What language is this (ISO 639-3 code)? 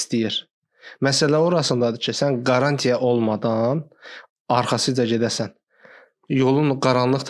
aze